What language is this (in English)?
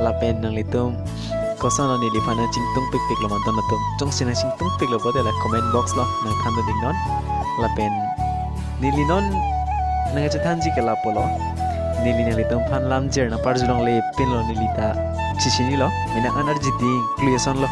Karbi